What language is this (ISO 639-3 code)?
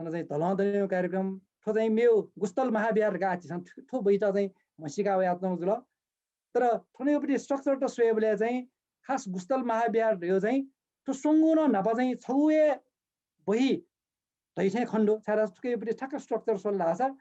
new